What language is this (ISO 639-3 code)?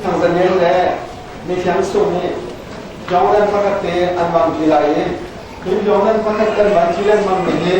cnh